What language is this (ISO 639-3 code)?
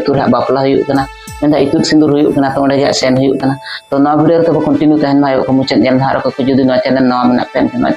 sat